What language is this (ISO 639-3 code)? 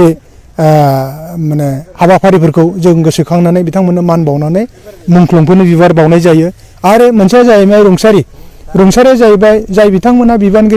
brx